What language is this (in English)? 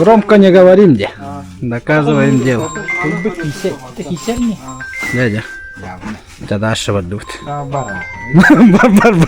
Yakut